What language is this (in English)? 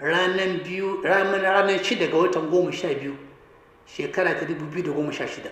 Hausa